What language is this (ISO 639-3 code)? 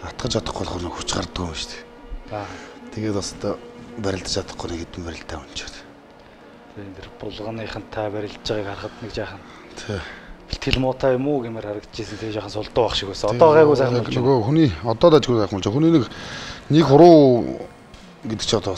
mon